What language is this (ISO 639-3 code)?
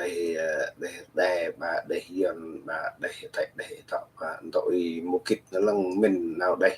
cmo